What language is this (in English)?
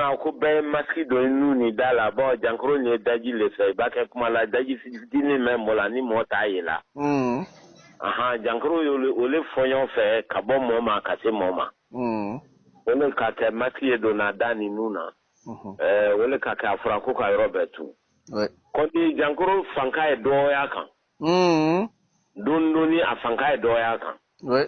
Bambara